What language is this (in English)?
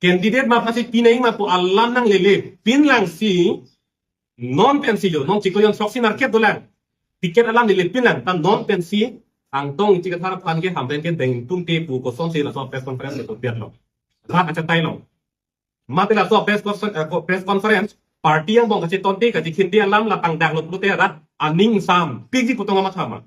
Karbi